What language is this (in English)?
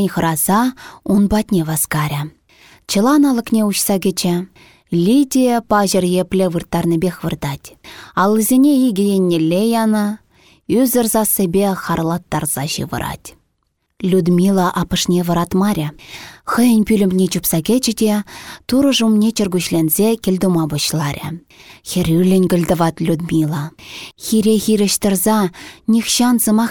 Chuvash